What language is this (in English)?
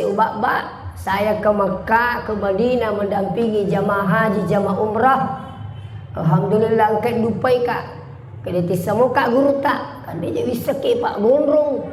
Buginese